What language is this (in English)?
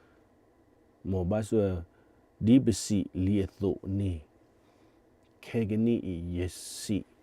S'gaw Karen